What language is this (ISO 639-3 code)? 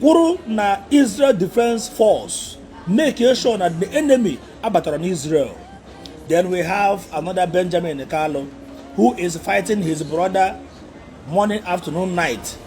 ibo